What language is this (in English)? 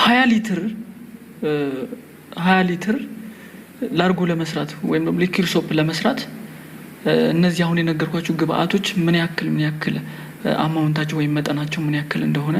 Amharic